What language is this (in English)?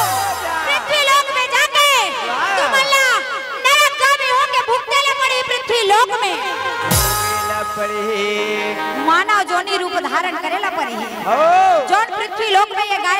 Chhattisgarhi